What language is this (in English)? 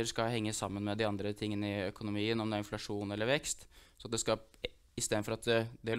Norwegian